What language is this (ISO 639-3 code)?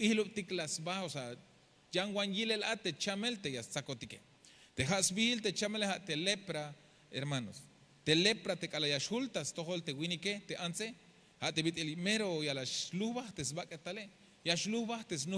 tzh